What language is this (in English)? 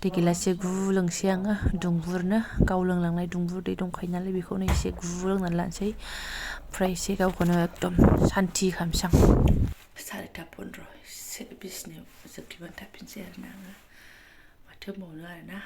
Bodo